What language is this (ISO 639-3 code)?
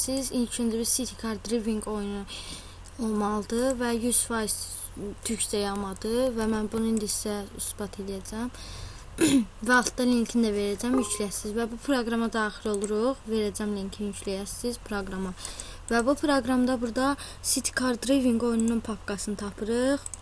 aze